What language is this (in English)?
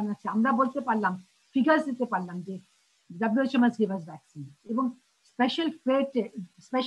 Bangla